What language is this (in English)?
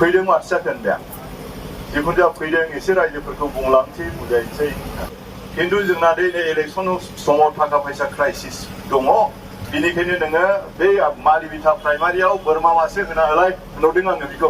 Bodo